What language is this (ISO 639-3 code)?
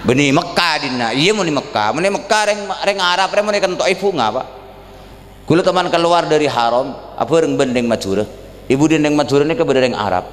mad